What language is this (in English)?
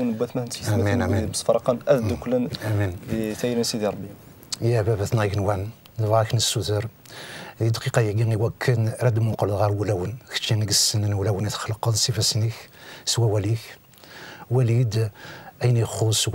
Kabyle